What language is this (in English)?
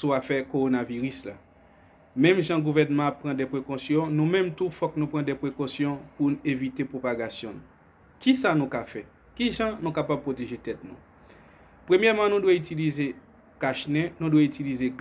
Haitian Creole